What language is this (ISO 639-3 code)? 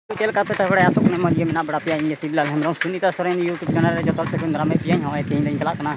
sat